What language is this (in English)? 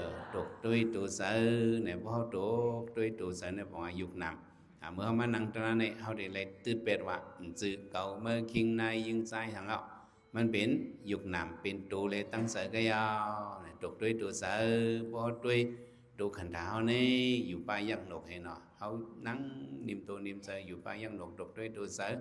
Shan